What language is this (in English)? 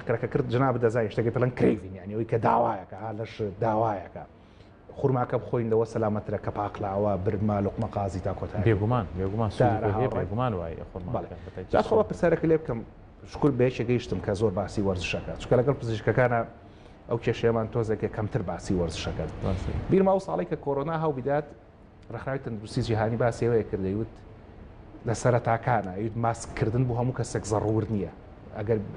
Central Kurdish